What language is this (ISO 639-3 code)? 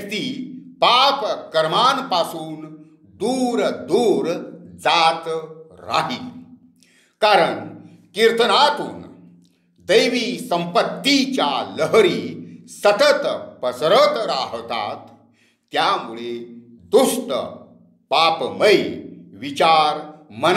mar